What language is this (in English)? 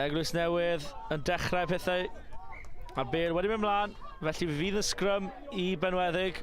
Welsh